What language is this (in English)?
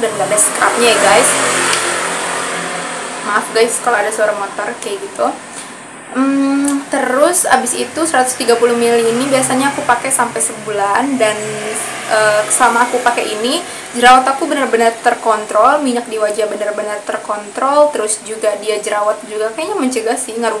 Indonesian